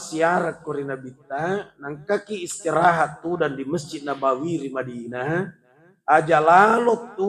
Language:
Buginese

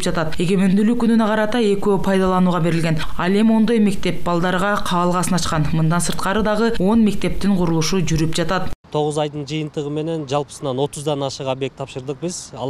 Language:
Kyrgyz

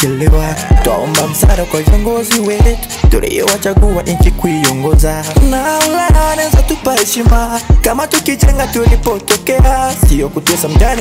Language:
Swahili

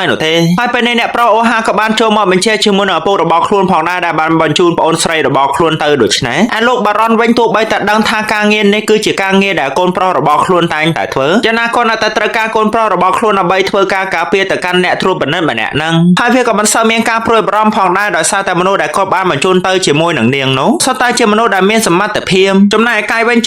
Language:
Khmer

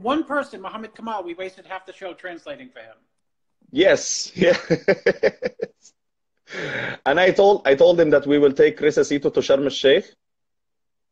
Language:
English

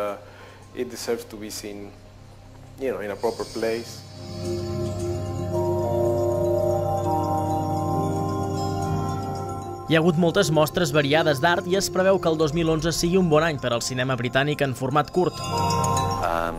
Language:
Catalan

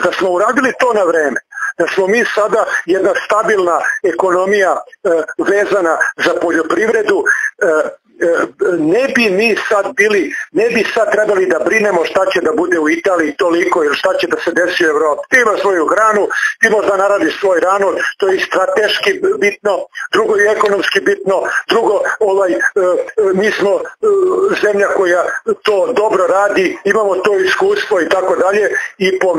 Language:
Serbian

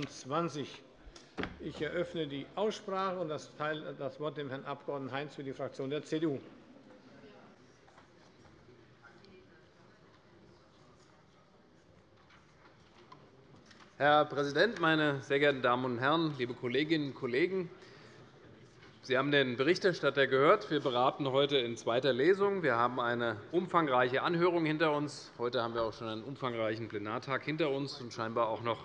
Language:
German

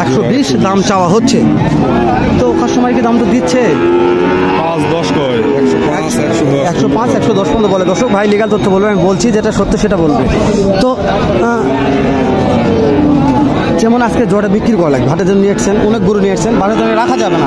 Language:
Bangla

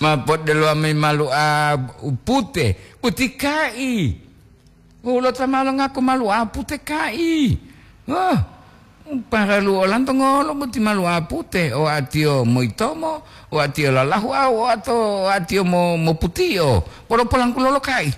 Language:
Gorontalo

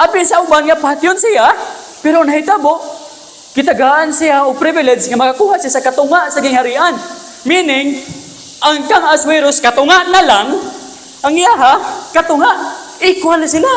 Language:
Cebuano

